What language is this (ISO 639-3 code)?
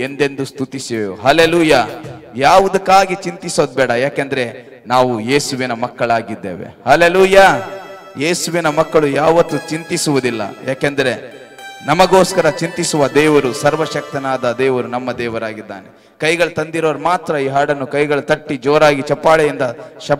kan